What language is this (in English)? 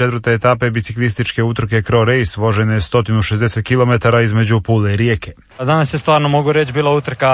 Croatian